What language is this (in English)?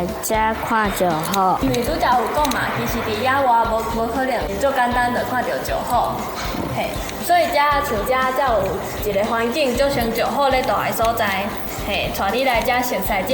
Min Nan Chinese